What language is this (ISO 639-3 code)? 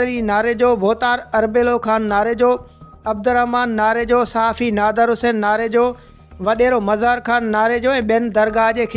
snd